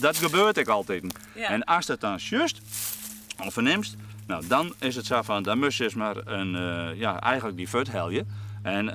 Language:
Western Frisian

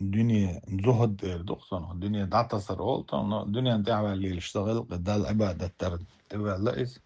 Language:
Chechen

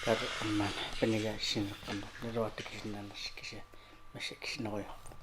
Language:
Kalaallisut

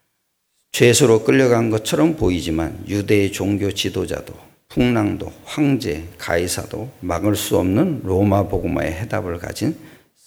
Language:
Korean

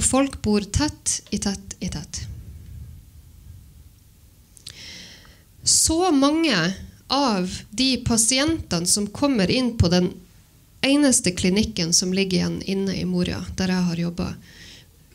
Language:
Norwegian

